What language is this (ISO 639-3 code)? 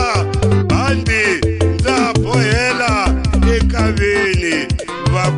tso